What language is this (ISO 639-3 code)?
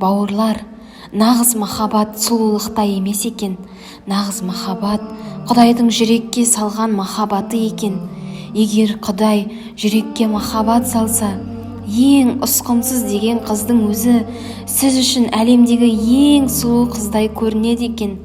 kaz